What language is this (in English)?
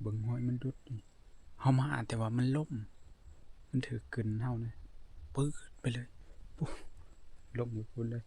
Northeastern Thai